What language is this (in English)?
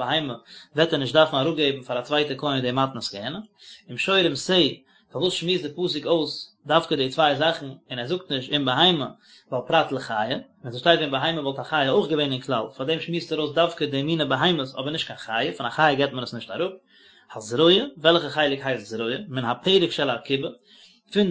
Yiddish